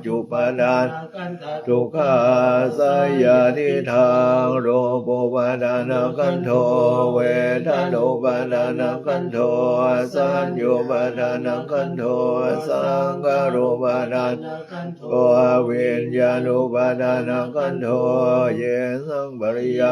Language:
Pali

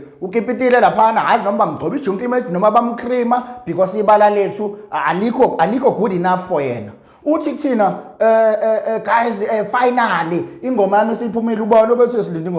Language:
Zulu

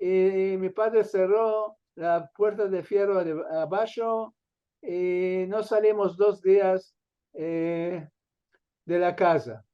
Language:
Ladino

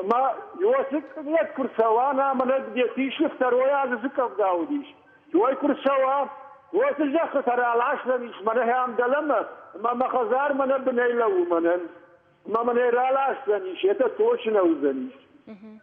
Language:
Ossetic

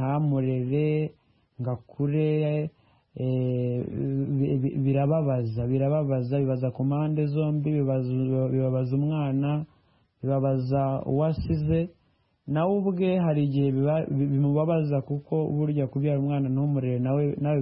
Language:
Kinyarwanda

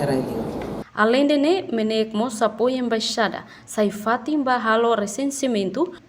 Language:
Tetum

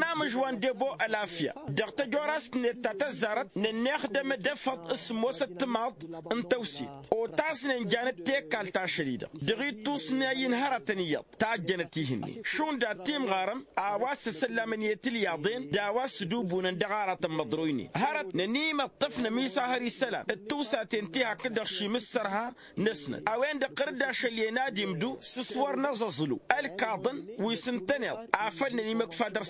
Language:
Tamasheq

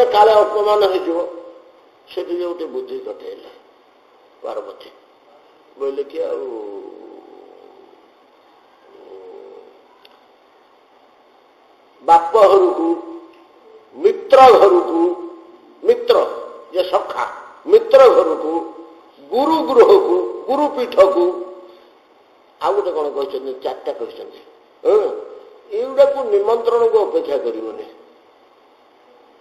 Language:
Odia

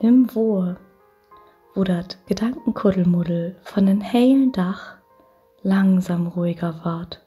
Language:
Low German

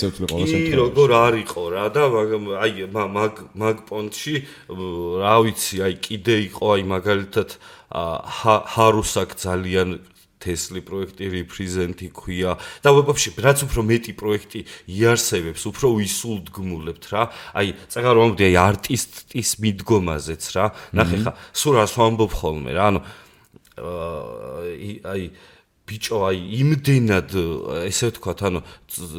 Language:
Georgian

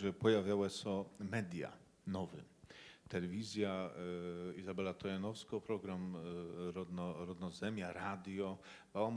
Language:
Kashubian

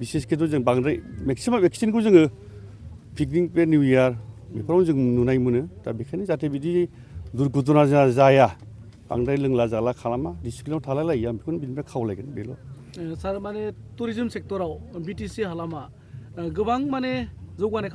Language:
Bodo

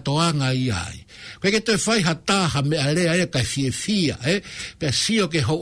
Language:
Tongan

